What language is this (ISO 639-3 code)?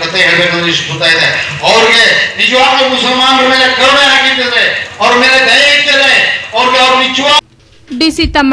kan